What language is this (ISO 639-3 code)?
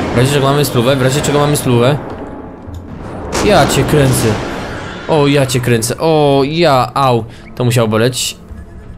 pol